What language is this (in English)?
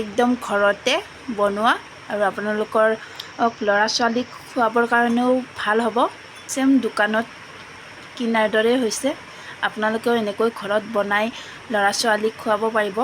Assamese